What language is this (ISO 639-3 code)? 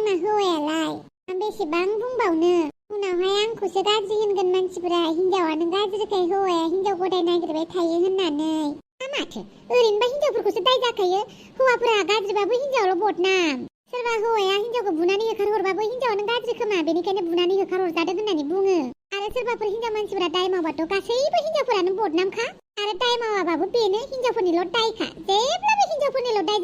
brx